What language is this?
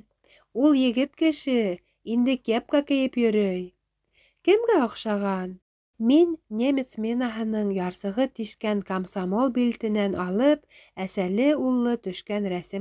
Bashkir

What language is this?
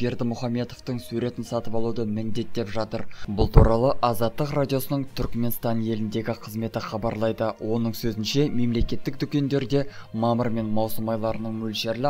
Kazakh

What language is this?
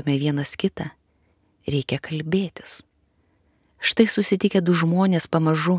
Lithuanian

